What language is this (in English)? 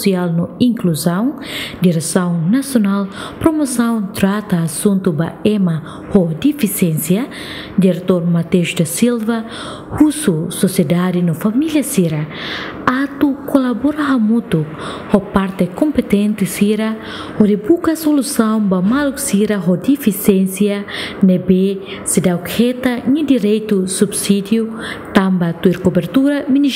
Tetum